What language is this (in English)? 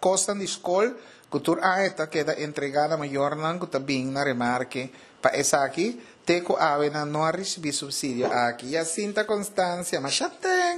Papiamento